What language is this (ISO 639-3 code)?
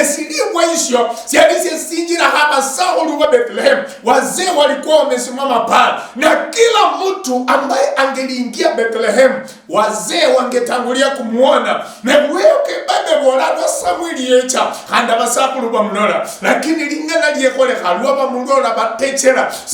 luy